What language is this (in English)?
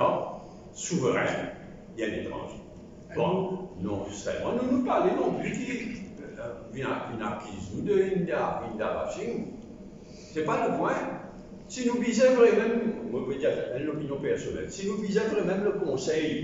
Morisyen